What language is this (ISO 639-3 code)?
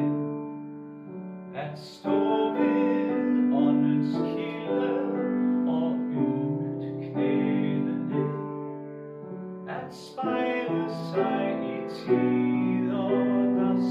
dan